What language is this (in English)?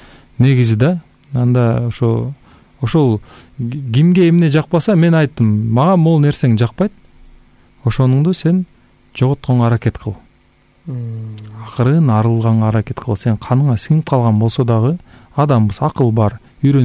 Kyrgyz